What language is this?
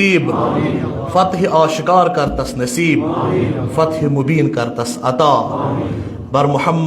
Kashmiri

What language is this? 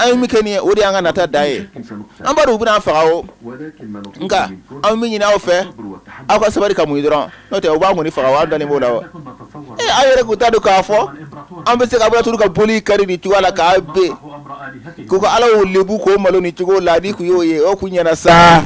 Bambara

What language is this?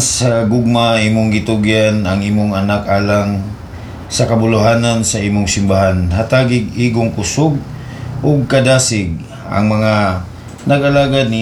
Cebuano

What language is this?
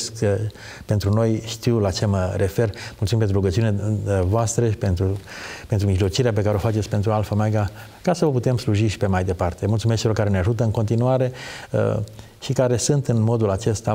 Romanian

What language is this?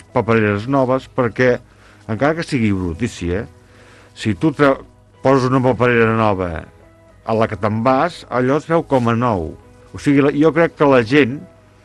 Catalan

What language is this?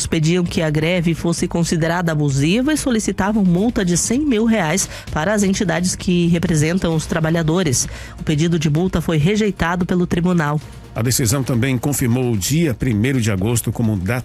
Portuguese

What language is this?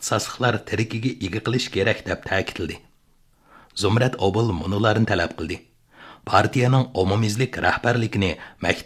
Uyghur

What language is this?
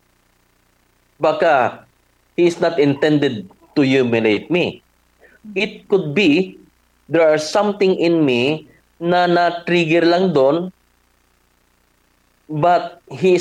Filipino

